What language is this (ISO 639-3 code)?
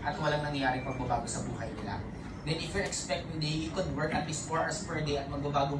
fil